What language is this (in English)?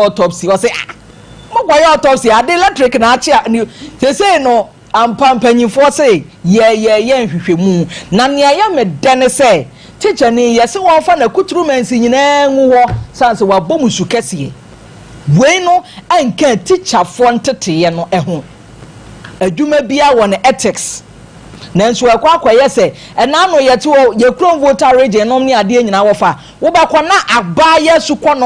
Akan